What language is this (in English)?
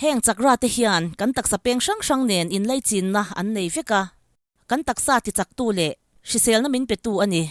Mizo